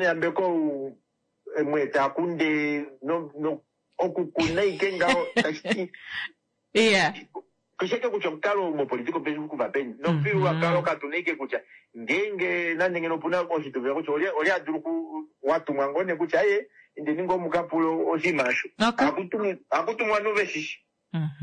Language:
Kuanyama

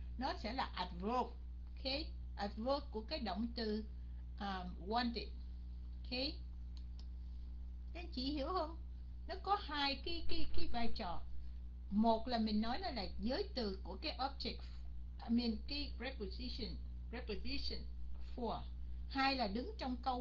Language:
Vietnamese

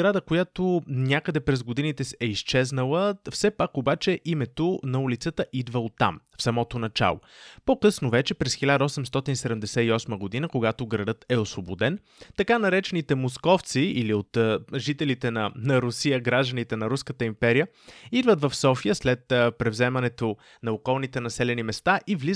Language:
Bulgarian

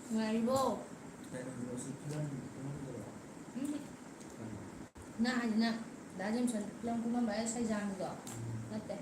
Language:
Manipuri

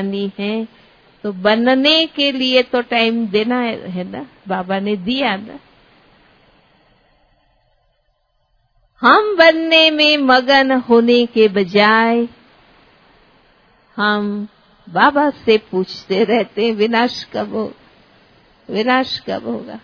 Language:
Hindi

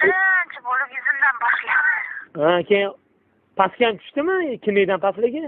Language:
Uzbek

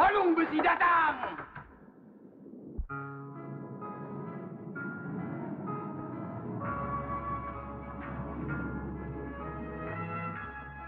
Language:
Indonesian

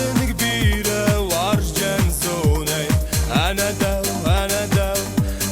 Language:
Ossetic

